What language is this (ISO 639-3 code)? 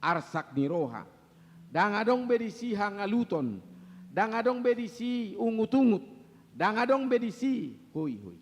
bbc